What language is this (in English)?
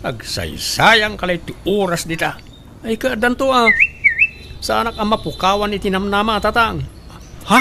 Iloko